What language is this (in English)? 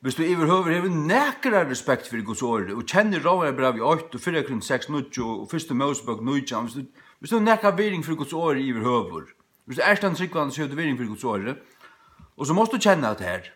Faroese